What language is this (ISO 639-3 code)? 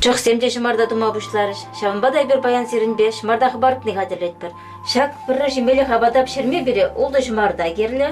chv